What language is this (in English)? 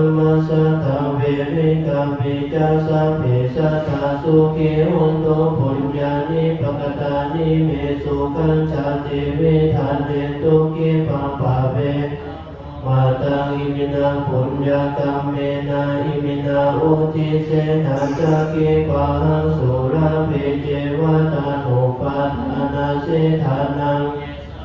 Pali